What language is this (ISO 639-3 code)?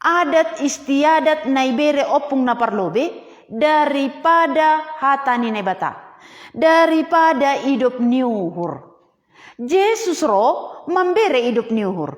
bts